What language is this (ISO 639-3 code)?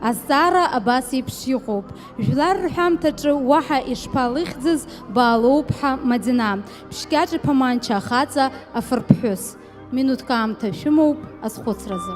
abk